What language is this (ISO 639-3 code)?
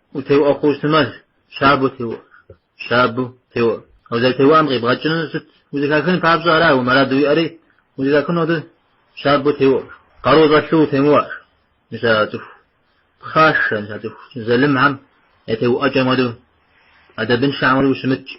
kbd